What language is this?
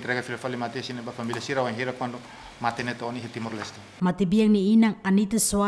Tetum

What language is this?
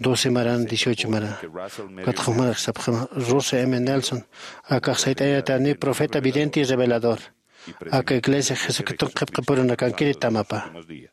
Aymara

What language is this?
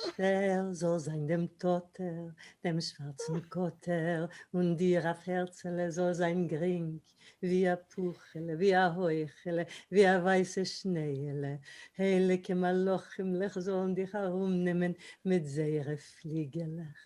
Yiddish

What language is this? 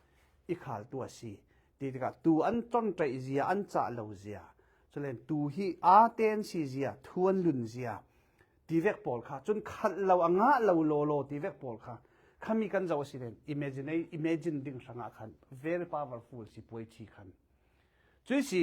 Falam Chin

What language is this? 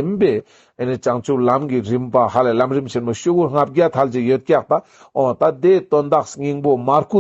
Ladakhi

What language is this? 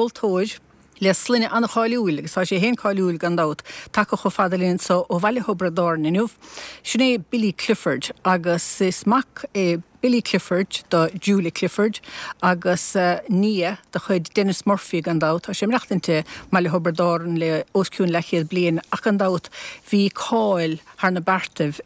Irish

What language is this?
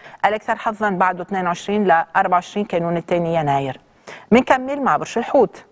North Levantine Arabic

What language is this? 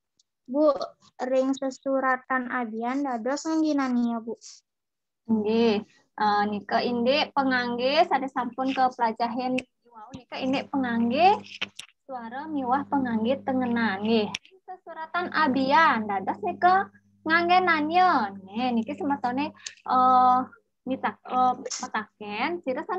Balinese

